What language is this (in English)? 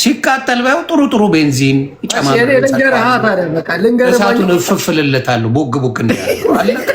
Amharic